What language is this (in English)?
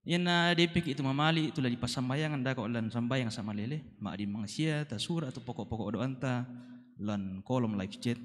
Toraja-Sa'dan